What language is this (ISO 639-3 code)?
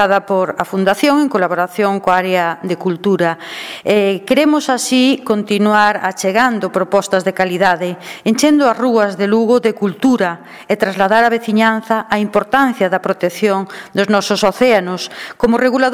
glg